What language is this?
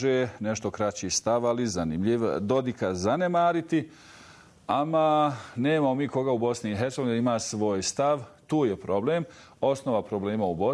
Bosnian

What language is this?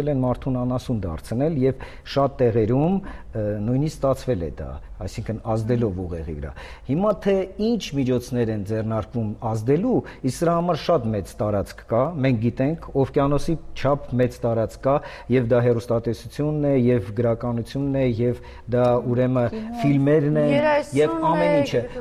Armenian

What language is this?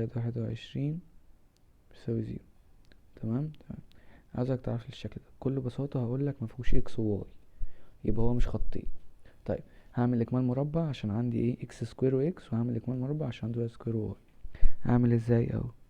Egyptian Arabic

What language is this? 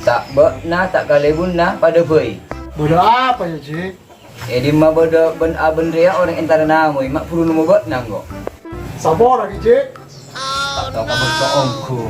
Madurese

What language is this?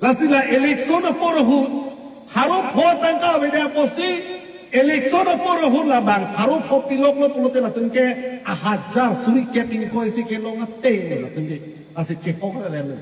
Karbi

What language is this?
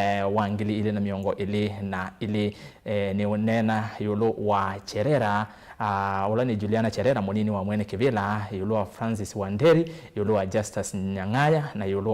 Kamba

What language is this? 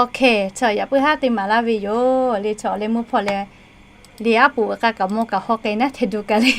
Lahu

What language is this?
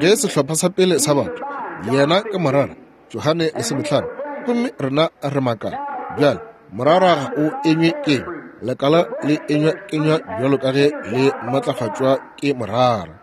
Northern Sotho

